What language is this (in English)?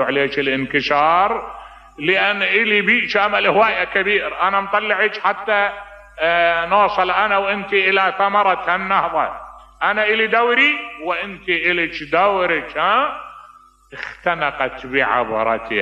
Mesopotamian Arabic